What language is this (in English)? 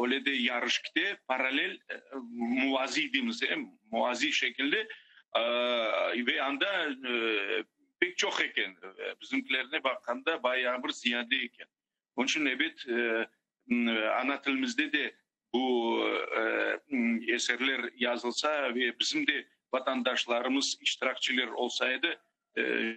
Crimean Tatar